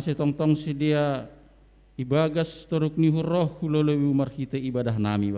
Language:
Batak Simalungun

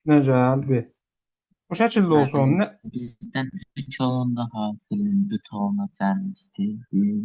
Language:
Azerbaijani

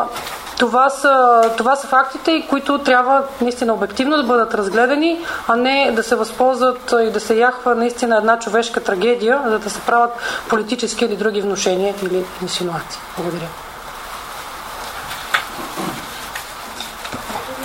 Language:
Bulgarian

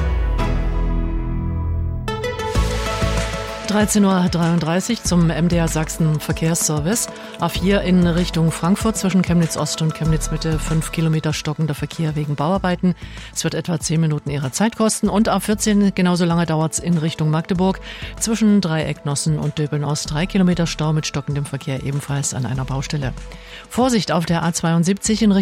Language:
German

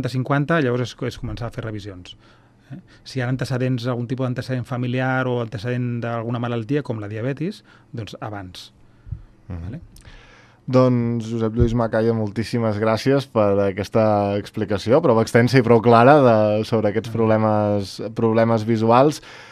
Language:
Catalan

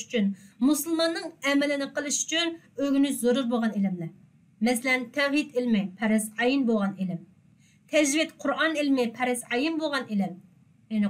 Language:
Uyghur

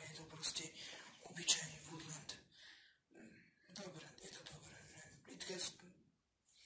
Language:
Slovak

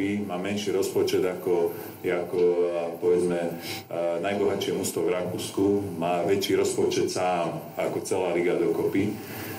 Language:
Slovak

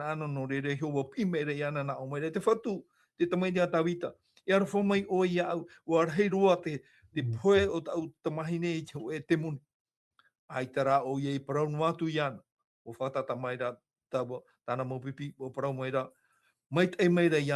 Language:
Tahitian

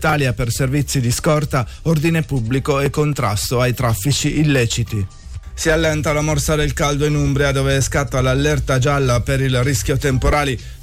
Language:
Italian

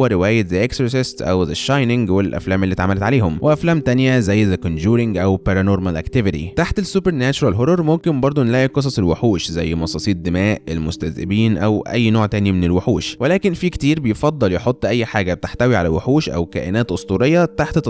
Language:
Egyptian Arabic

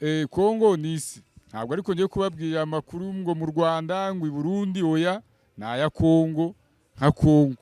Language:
Kinyarwanda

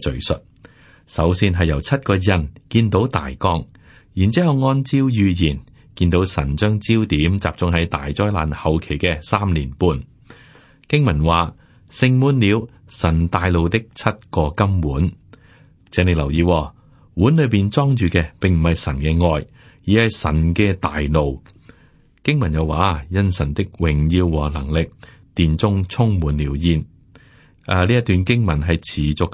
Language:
Cantonese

